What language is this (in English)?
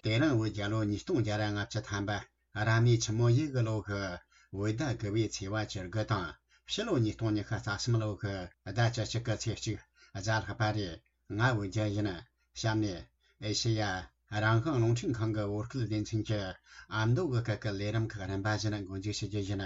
Tibetan